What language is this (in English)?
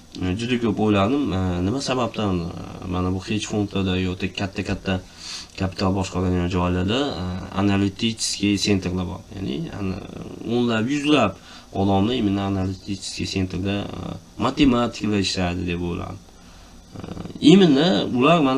Uzbek